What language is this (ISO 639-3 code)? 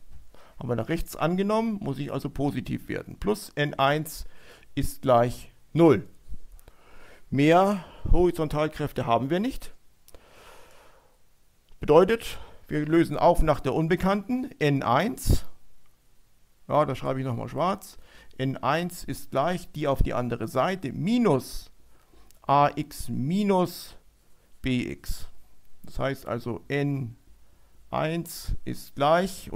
deu